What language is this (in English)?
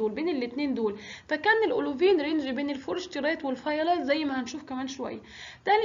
Egyptian Arabic